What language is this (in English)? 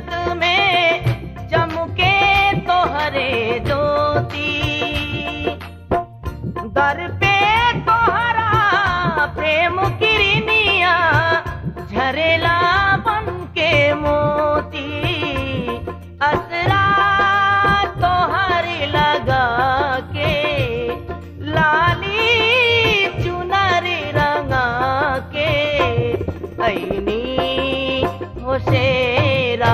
Bhojpuri